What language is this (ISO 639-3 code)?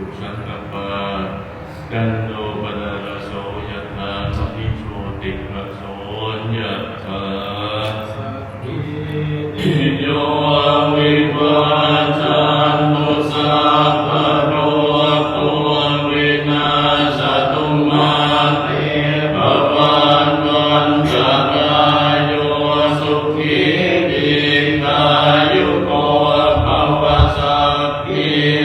pli